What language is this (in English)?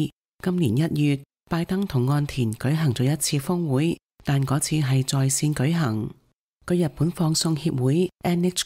Cantonese